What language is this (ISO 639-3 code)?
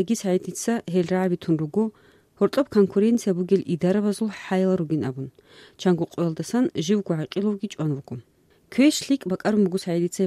ava